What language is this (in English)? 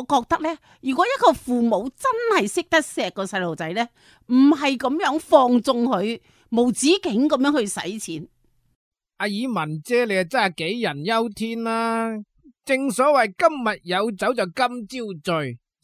Cantonese